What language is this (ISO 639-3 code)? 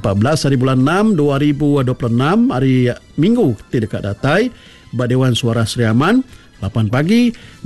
iba